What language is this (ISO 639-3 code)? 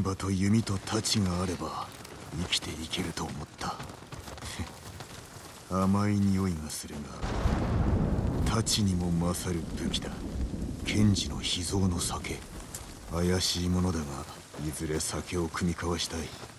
jpn